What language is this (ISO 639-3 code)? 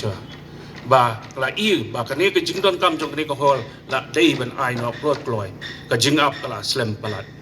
kha